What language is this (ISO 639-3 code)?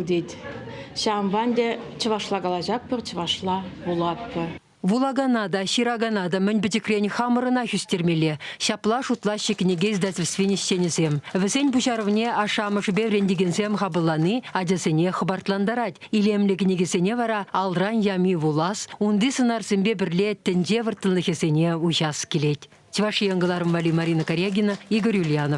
chv